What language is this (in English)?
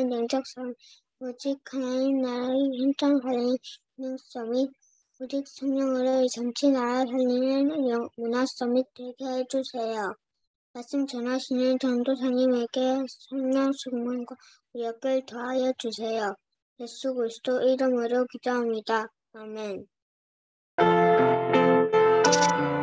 Korean